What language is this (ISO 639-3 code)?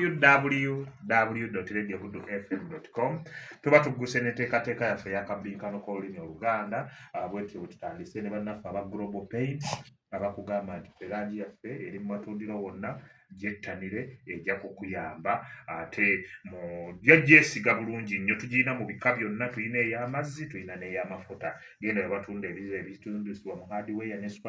lug